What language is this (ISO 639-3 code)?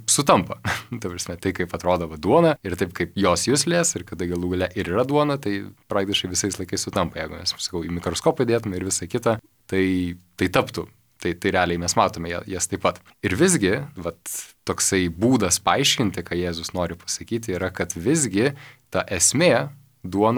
lit